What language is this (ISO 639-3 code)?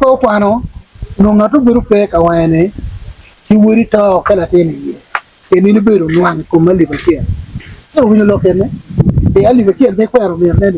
ach